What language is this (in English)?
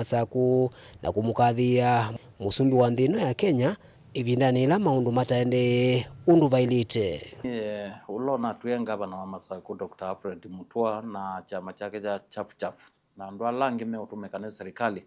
Kamba